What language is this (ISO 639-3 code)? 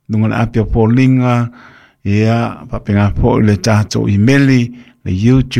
smo